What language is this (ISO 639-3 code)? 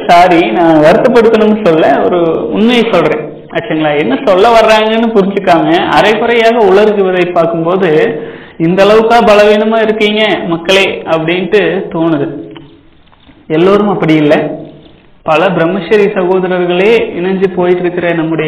tam